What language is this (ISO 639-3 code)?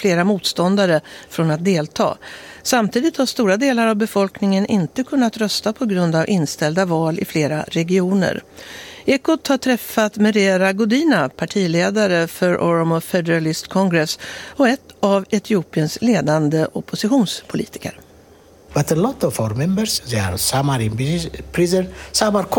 swe